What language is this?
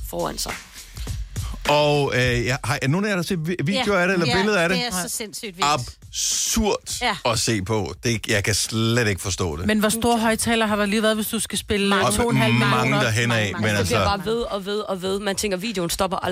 Danish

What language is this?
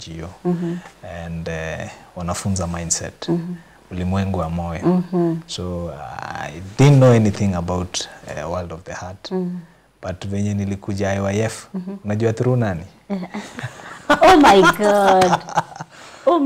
Swahili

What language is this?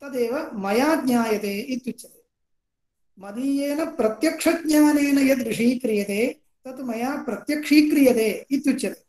Sanskrit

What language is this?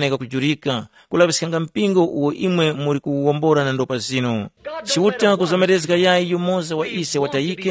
Tumbuka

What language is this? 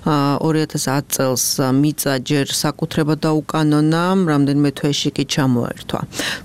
Georgian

